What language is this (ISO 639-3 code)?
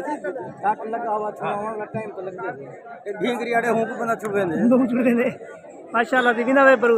skr